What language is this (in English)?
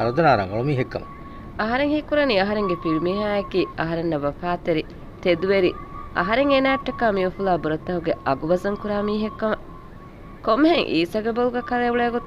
Divehi